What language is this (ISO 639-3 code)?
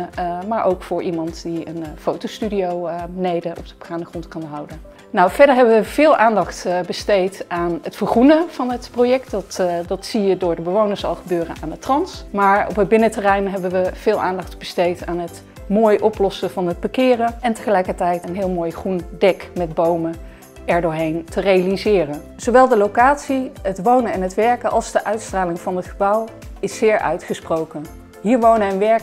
nld